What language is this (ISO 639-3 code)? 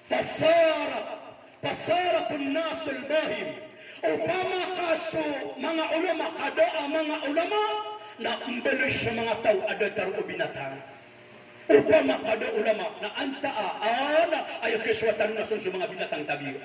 mrw